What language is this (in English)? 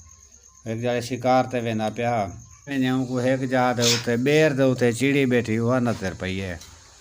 Saraiki